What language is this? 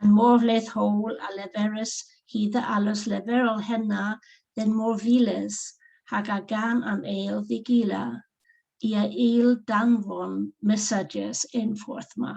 Cornish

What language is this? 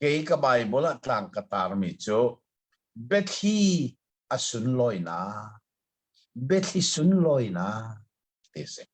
Hakha Chin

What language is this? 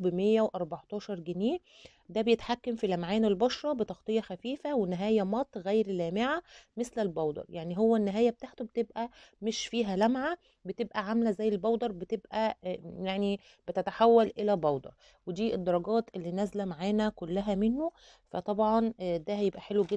Egyptian Arabic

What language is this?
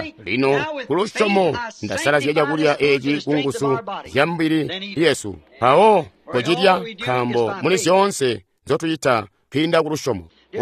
Tonga (Zambia)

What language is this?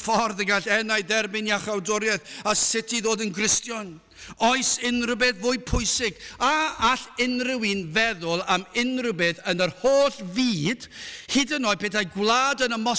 Welsh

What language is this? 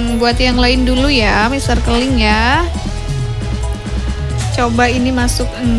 Indonesian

